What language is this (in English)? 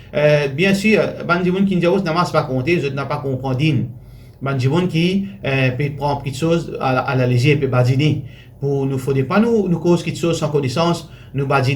Morisyen